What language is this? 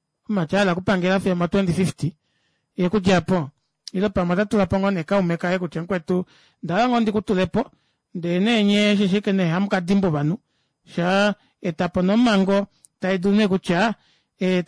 Kuanyama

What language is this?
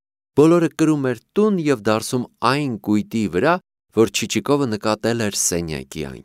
Armenian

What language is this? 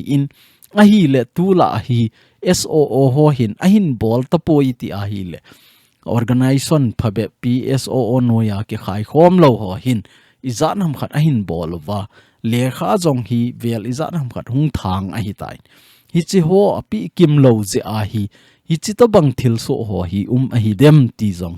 Thado Chin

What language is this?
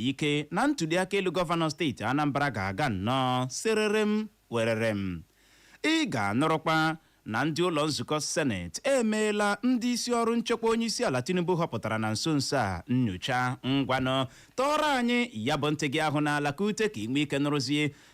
Igbo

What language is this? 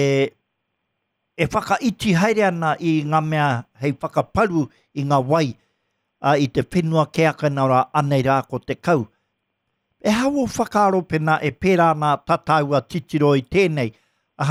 Māori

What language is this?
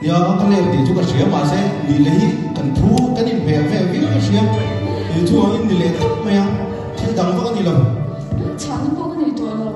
Mizo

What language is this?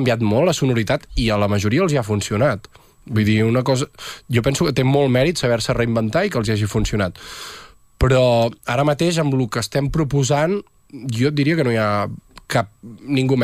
Catalan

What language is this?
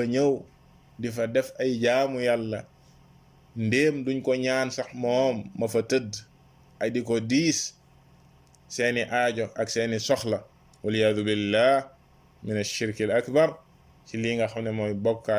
Wolof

